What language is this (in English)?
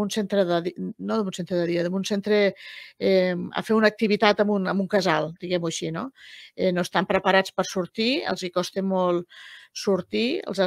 Catalan